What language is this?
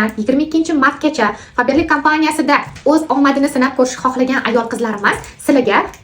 Uzbek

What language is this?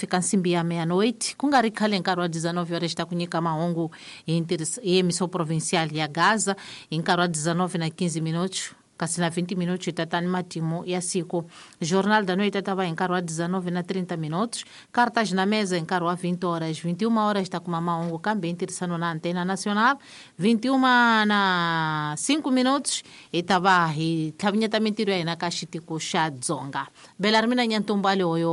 Tsonga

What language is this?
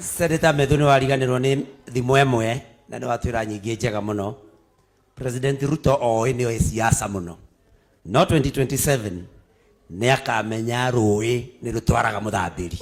Kikuyu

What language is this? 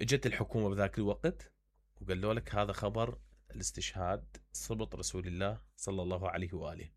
Mesopotamian Arabic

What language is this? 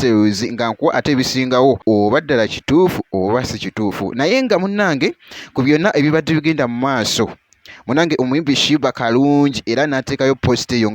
Ganda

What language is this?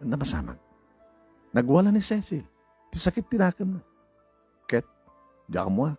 Iloko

